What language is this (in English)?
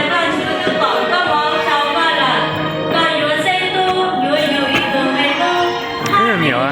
Hmong